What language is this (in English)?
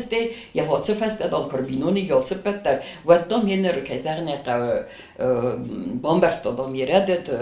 Ossetic